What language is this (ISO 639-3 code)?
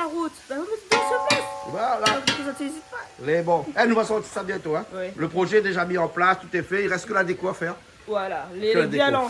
rcf